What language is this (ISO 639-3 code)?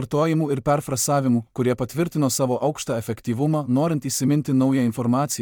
lit